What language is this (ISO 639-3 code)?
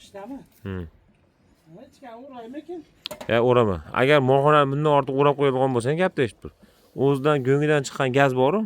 uzb